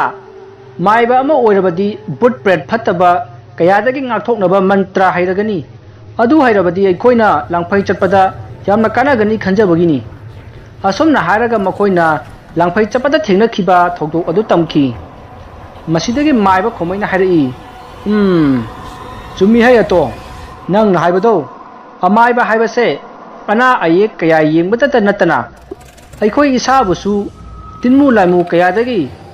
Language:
Manipuri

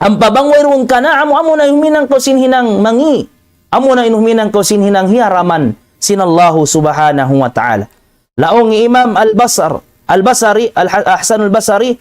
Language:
Tausug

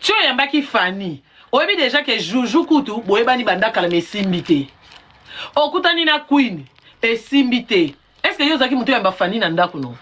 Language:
Lingala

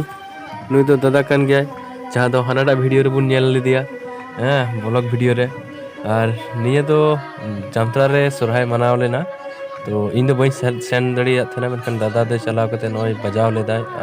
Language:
Santali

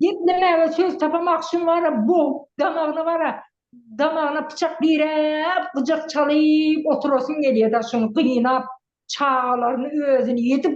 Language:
Turkmen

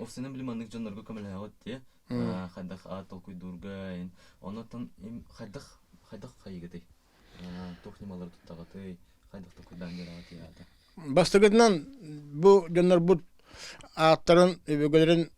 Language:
Yakut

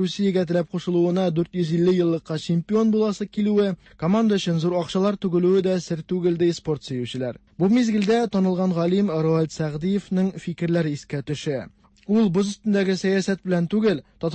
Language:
Tatar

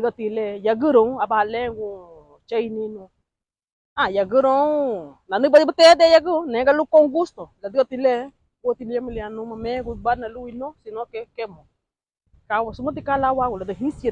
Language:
Garifuna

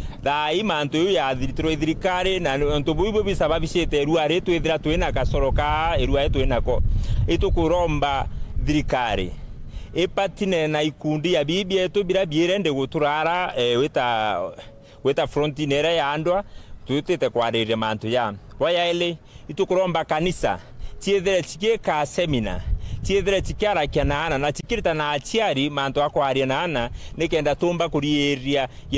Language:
Meru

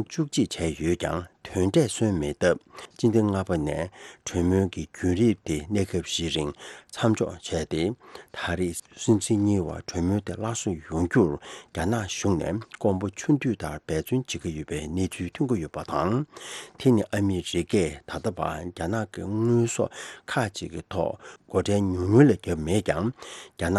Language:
Tibetan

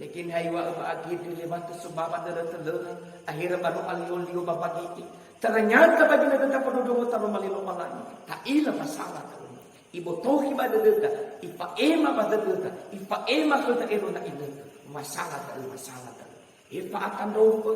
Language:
Nias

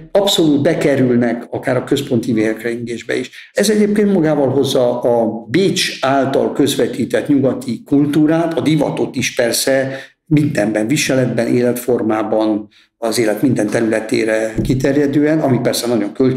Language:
Hungarian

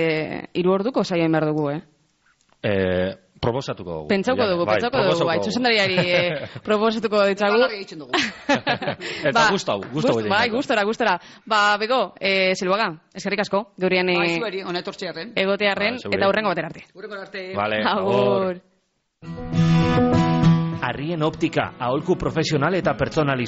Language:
Basque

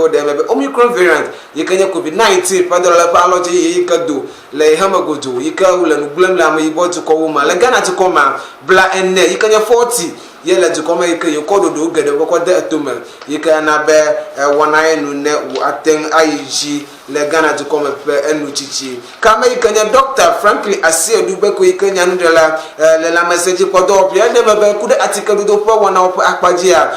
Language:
Ewe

